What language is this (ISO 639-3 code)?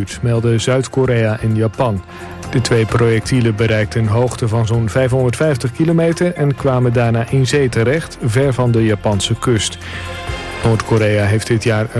nld